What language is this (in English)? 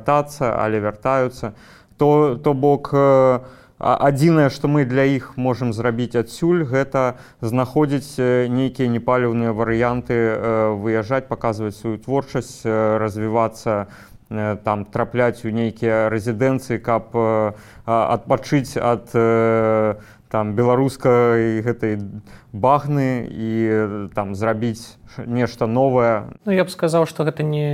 Belarusian